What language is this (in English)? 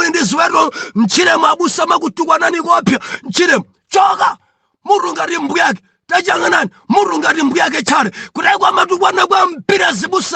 Nyanja